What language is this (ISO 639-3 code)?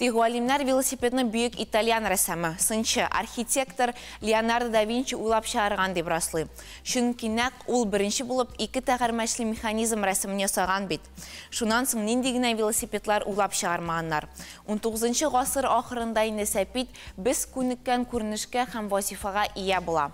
tat